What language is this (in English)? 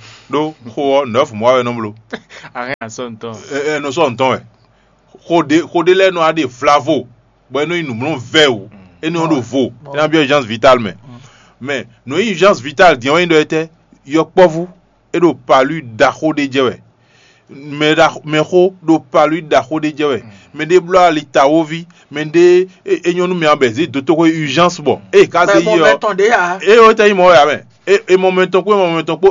Fon